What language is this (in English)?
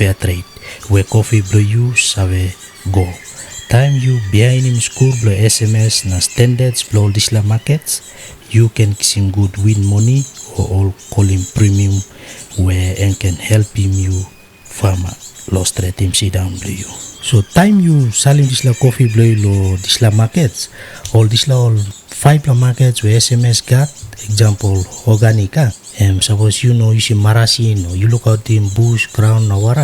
Tok Pisin